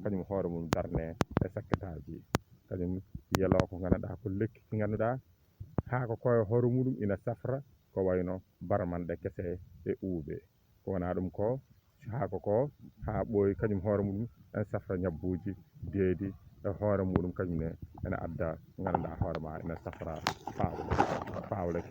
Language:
Fula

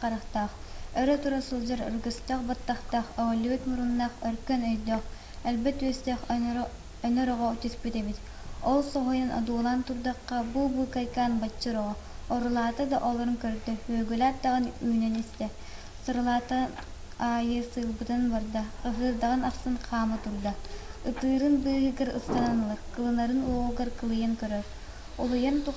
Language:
Yakut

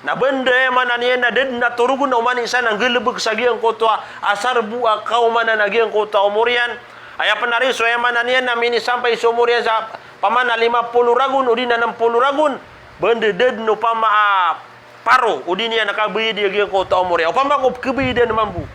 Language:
Maranao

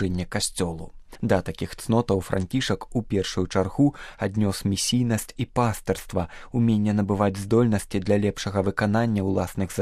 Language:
Belarusian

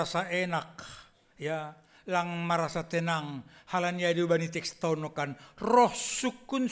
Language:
Batak Simalungun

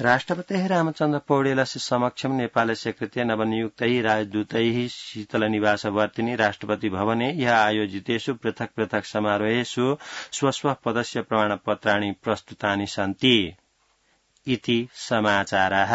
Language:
Sanskrit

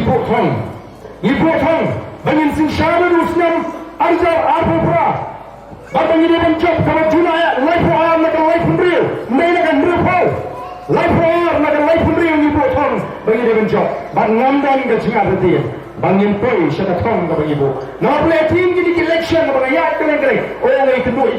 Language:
Khasi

